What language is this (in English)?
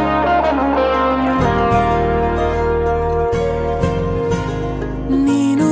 Kannada